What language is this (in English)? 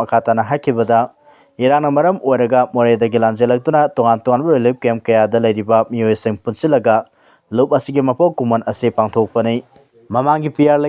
Manipuri